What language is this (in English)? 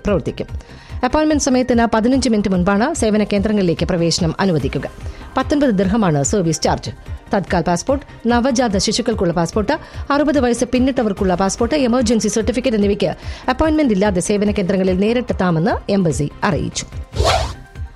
Malayalam